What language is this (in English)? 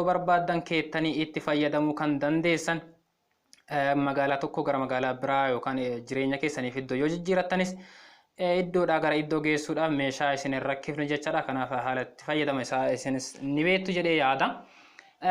Oromo